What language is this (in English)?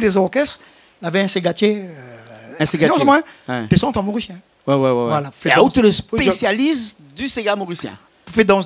Réunion Creole French